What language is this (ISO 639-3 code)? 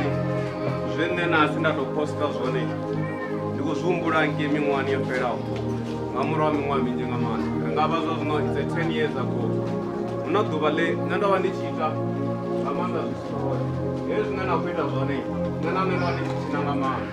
ven